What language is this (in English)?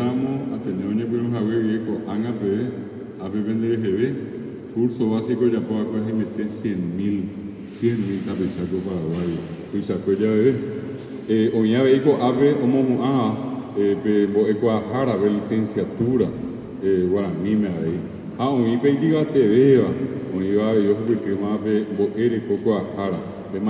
Guarani